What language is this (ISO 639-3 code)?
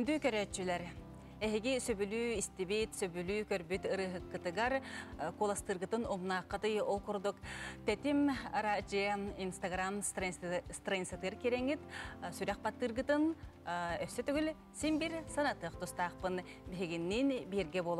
sah